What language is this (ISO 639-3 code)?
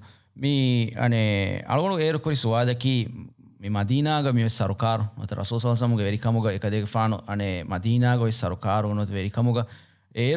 div